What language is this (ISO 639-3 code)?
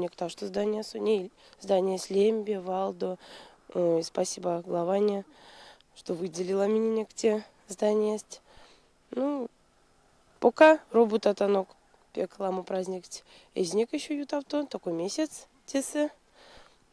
myv